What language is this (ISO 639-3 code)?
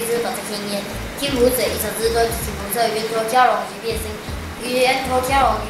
lzh